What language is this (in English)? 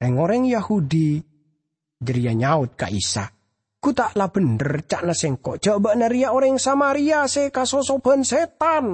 Madurese